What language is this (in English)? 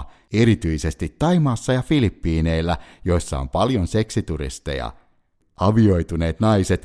Finnish